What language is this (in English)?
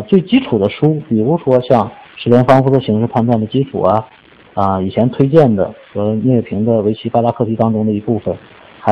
Chinese